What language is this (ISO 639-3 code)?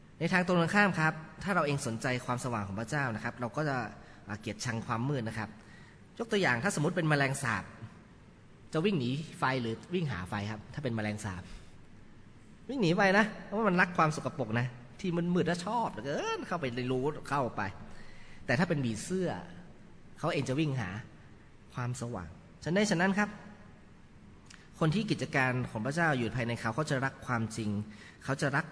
tha